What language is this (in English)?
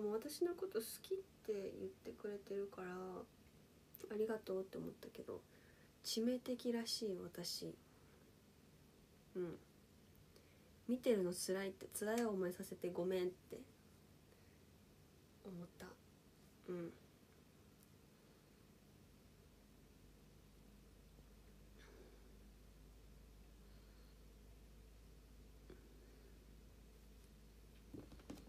Japanese